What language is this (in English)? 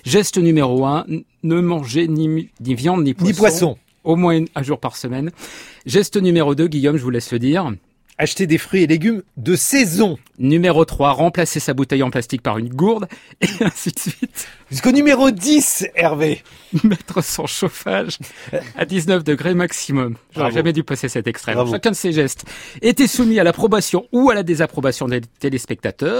French